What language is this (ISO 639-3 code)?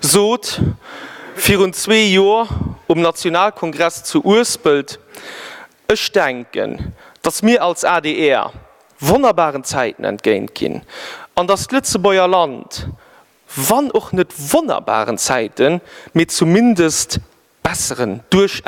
ltz